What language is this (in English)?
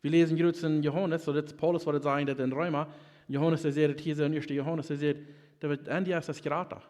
Plautdietsch